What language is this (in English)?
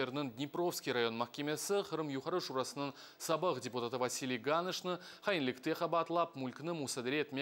Crimean Tatar